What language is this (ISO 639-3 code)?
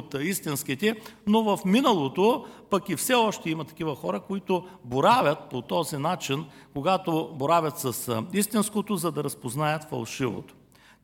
bul